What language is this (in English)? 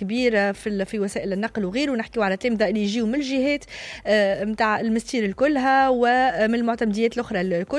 Tunisian Arabic